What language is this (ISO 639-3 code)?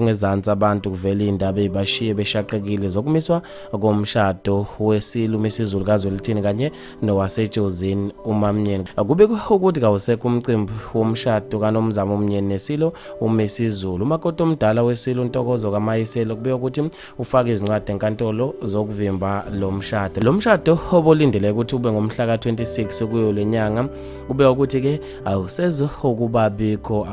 zul